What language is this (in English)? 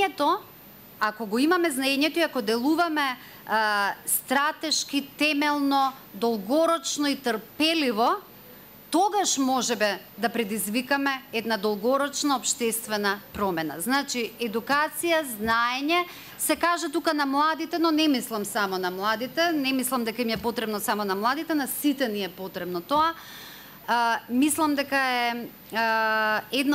Macedonian